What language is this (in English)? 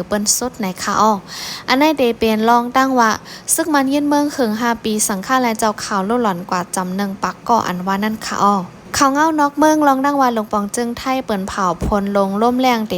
Shan